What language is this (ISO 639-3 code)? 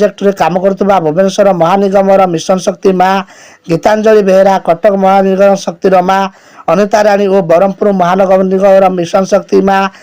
ori